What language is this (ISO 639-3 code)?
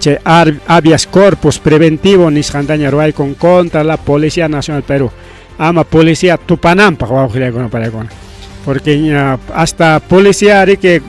quy